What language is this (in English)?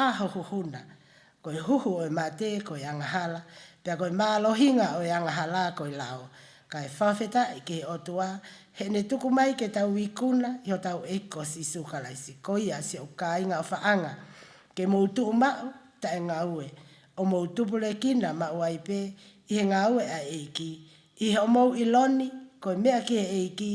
Tongan